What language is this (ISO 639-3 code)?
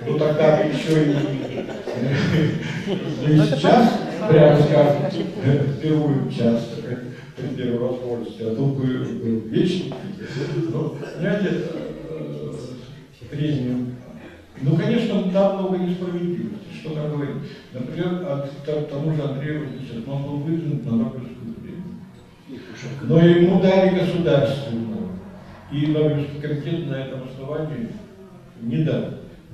rus